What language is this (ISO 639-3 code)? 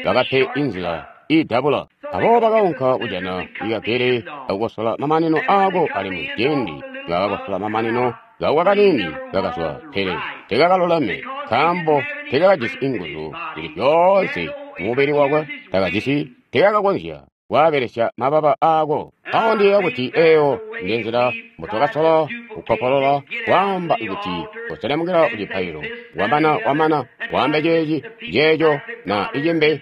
toi